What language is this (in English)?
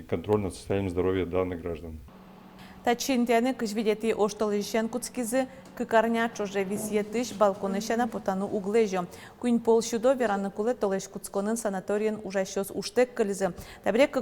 Udmurt